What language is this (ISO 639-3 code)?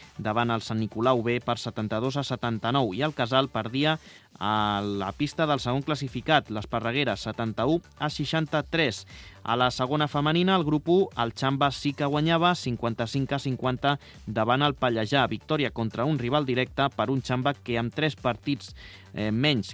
cat